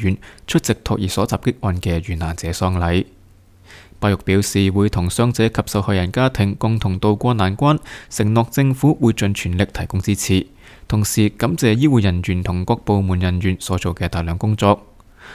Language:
Cantonese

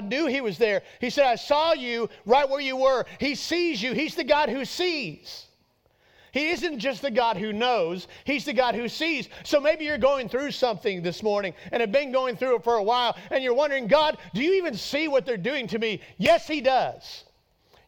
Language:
English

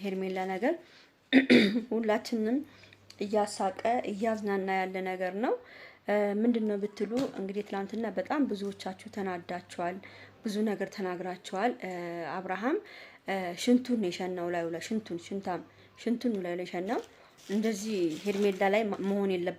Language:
Amharic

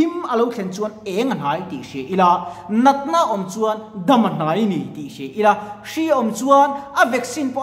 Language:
Mizo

